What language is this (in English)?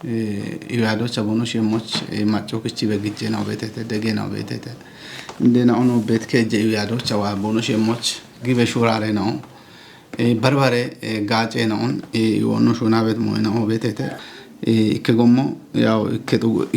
Kafa